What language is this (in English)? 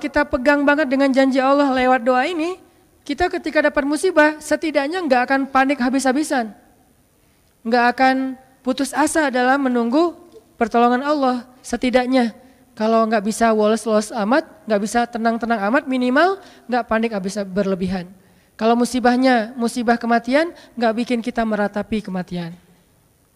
Indonesian